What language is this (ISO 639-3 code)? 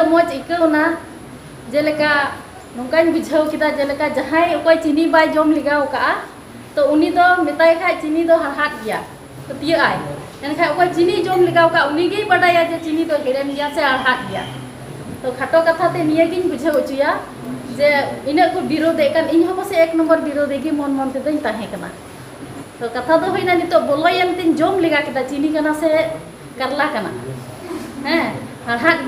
sat